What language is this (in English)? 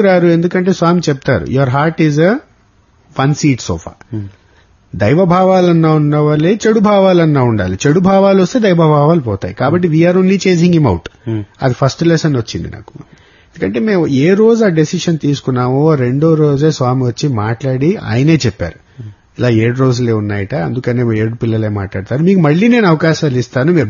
Telugu